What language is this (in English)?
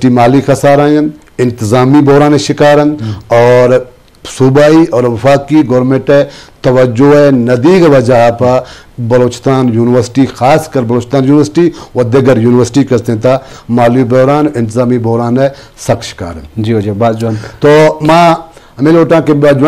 Eastern Balochi